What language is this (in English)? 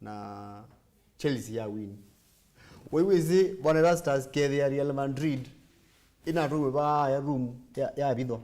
Kamba